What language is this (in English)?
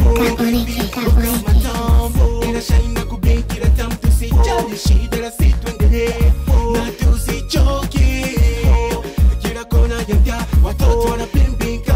Swahili